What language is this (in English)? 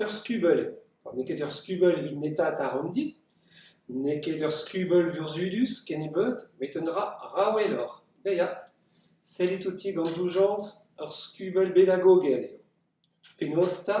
Breton